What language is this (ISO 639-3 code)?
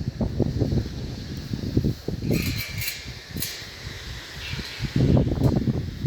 lao